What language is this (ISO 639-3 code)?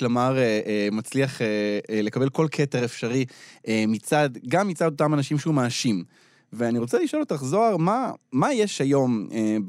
heb